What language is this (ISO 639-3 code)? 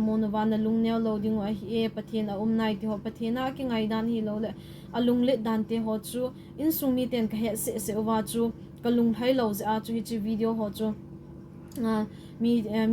tcz